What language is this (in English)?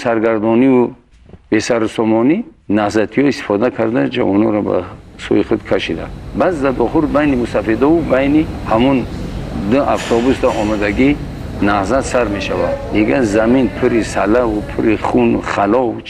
Tajik